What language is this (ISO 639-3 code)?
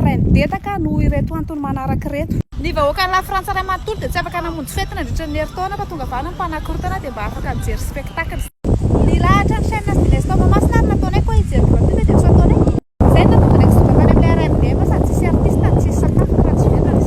mlg